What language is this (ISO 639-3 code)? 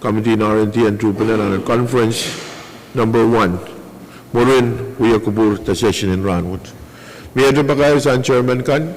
pon